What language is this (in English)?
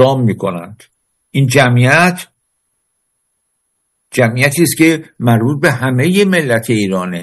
Persian